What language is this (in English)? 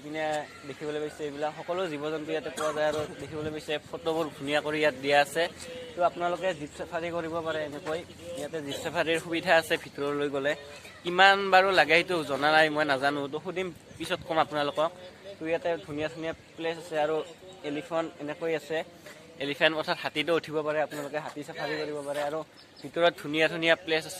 Assamese